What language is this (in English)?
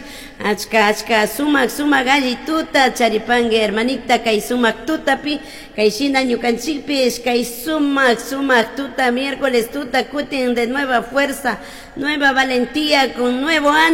Chimborazo Highland Quichua